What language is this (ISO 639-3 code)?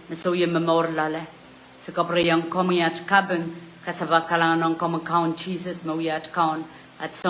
pon